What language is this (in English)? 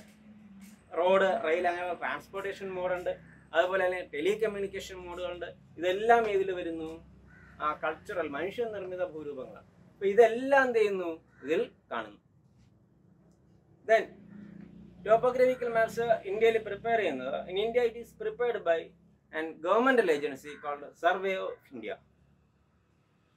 Malayalam